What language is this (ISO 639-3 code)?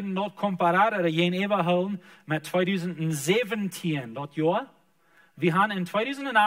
pdt